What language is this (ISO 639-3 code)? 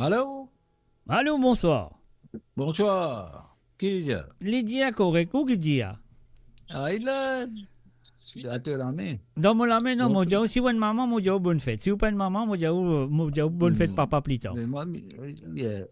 mfe